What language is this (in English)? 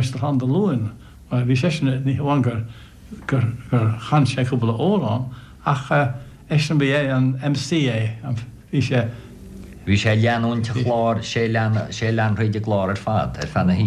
Irish